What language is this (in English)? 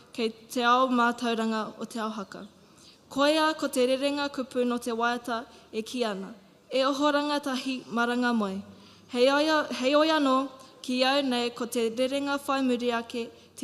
Māori